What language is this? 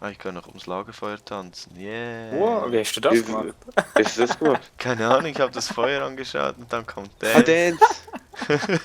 Swiss German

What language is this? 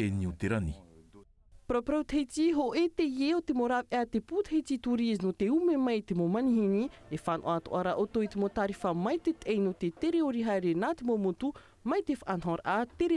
Tahitian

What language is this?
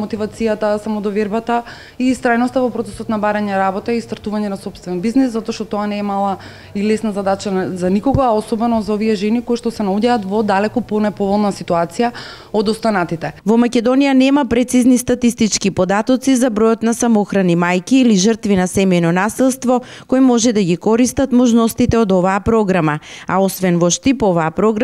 Macedonian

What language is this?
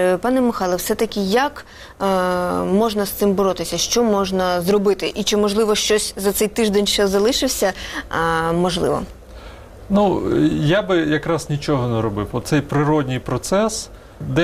Ukrainian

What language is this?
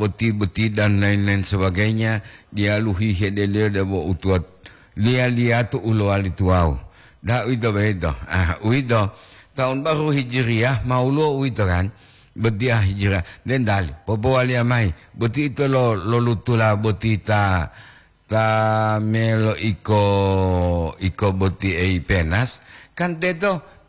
Gorontalo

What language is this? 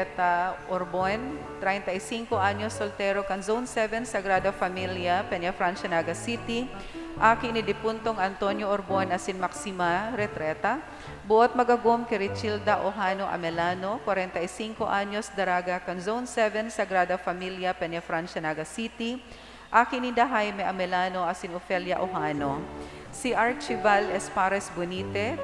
Bikol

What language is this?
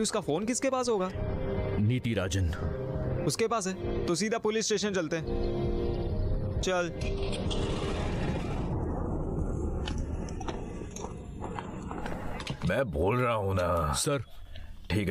Hindi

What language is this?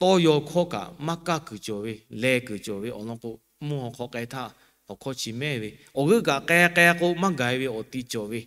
Lahu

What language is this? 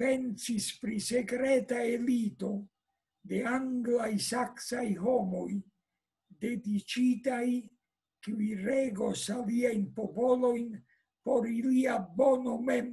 Esperanto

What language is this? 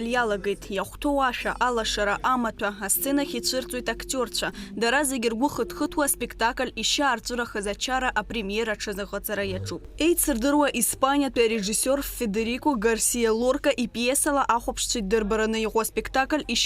Abkhazian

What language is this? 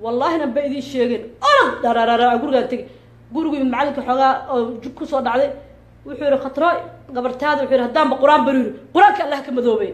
Somali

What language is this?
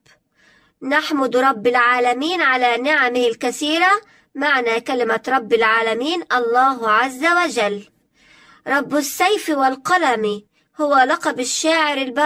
Egyptian Arabic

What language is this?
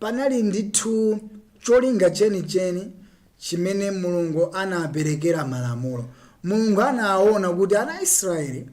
Nyanja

